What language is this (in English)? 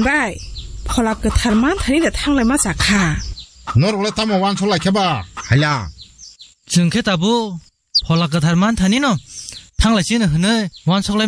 Kok Borok